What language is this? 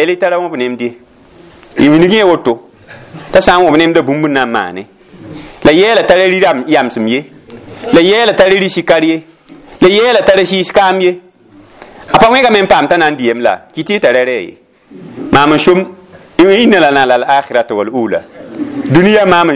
Mossi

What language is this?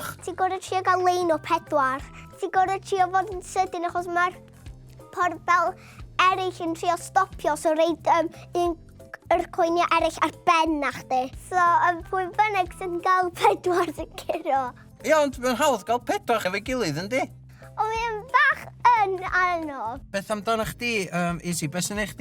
Welsh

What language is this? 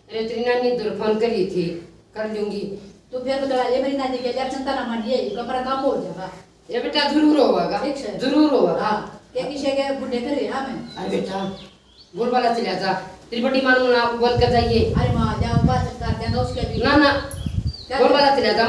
Haryanvi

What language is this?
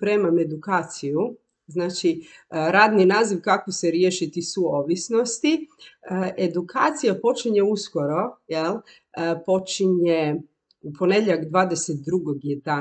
Croatian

